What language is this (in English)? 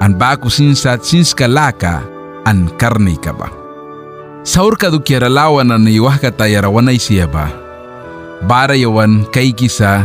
Mískito